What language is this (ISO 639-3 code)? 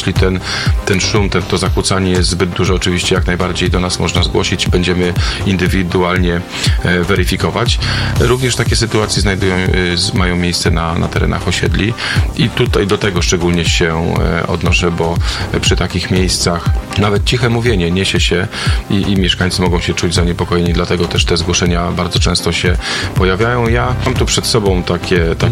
pol